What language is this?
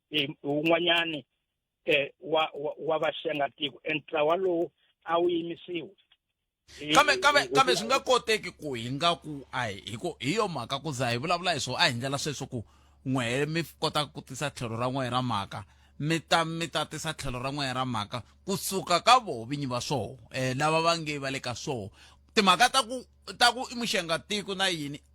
Tsonga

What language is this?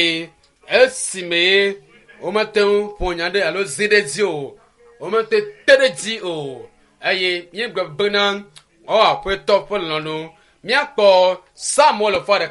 Ewe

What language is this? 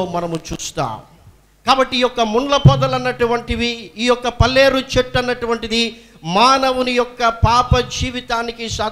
Telugu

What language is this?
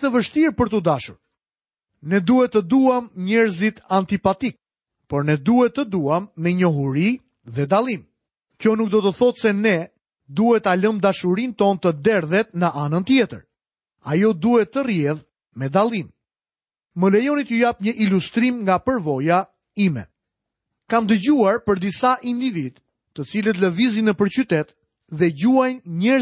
Albanian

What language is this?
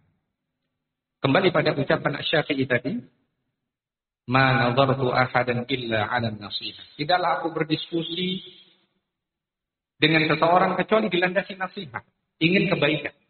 Indonesian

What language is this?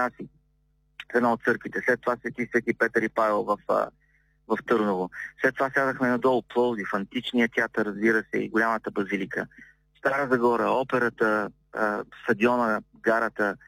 Bulgarian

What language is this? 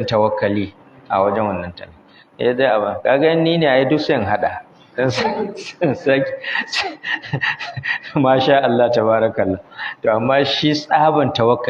Hausa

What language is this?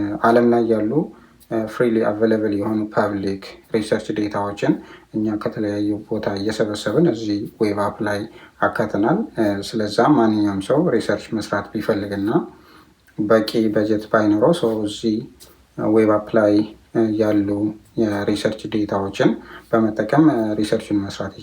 Amharic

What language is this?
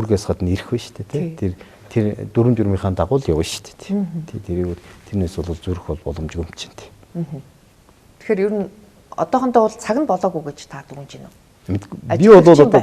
Mongolian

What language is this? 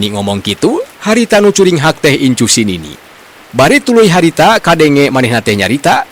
Sundanese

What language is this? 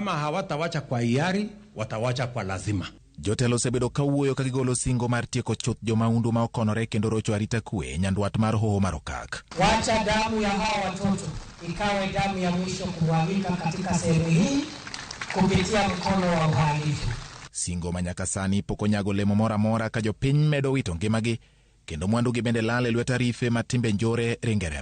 Luo (Kenya and Tanzania)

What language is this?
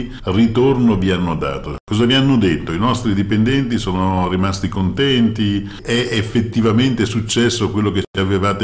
Italian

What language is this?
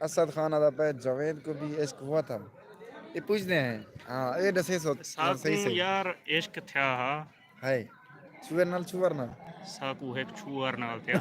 Saraiki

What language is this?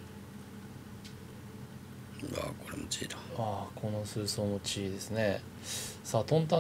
Japanese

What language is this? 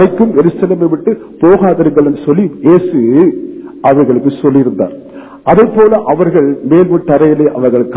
Tamil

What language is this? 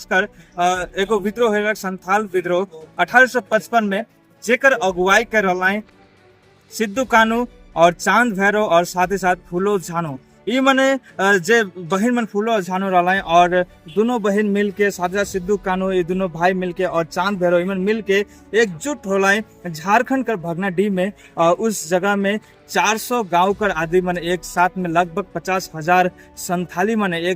Sadri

